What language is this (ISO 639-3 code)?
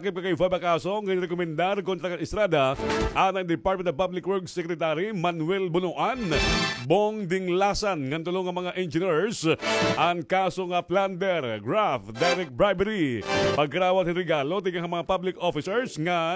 war